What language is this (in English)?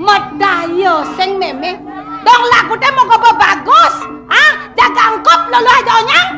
Balinese